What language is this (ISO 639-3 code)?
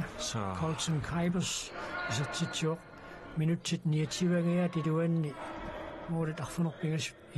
kal